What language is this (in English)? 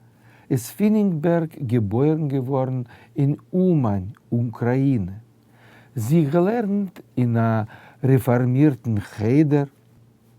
Yiddish